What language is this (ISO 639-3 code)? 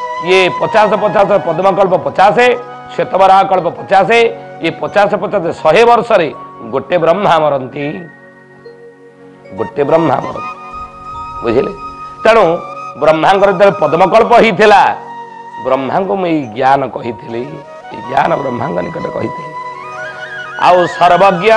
ori